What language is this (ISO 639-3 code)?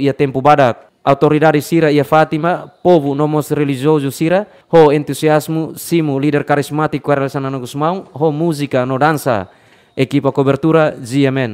tet